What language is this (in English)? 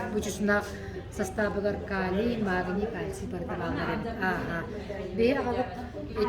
Yakut